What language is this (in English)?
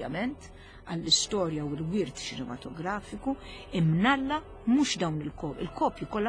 Maltese